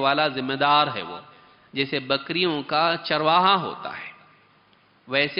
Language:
Urdu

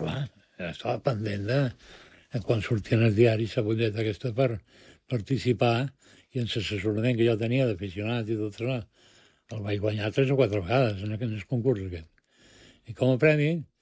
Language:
Catalan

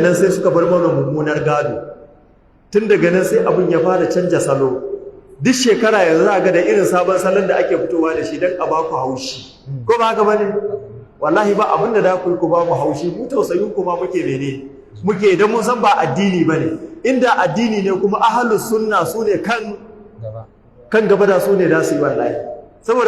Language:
Hausa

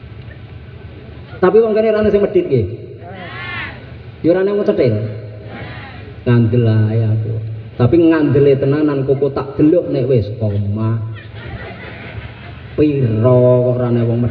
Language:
Javanese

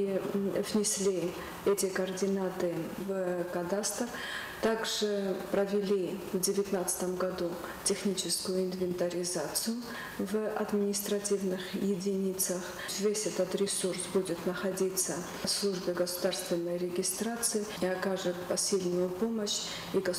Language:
Ossetic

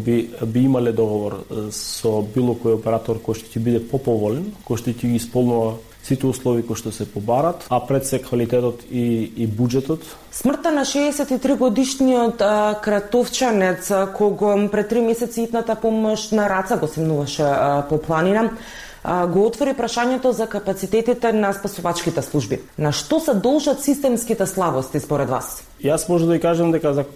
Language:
Macedonian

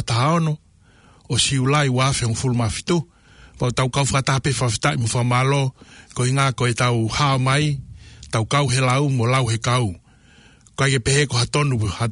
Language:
Tongan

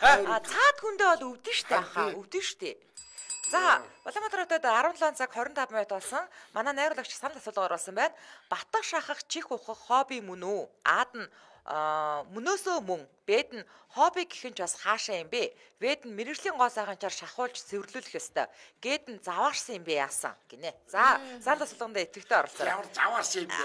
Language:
Mongolian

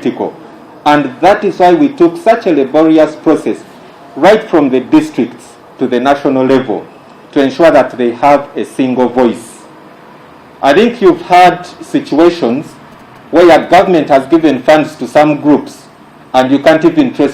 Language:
Ganda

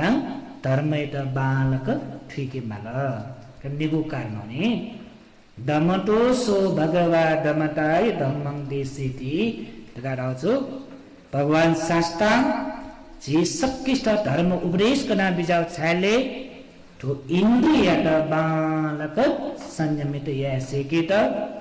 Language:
Newari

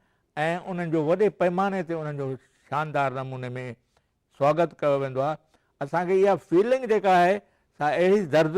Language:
Sindhi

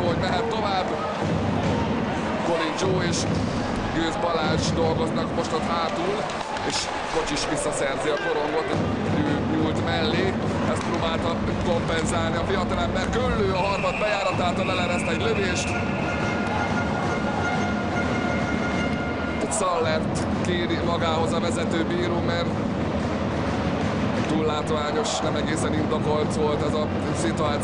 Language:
Hungarian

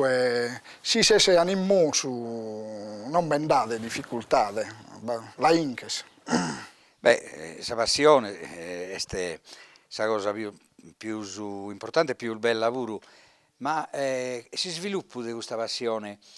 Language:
Sardinian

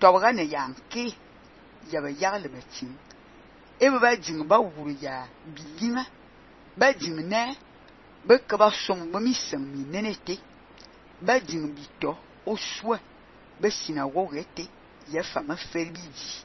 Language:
Fang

